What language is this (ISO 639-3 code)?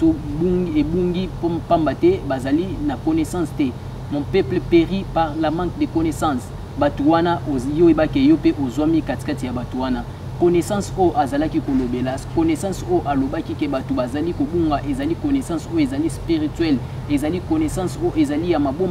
lin